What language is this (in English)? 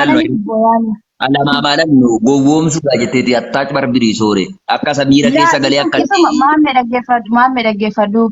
Oromo